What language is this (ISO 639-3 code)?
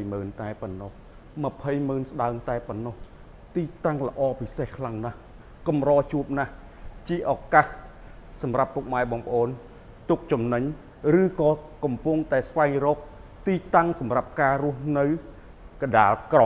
khm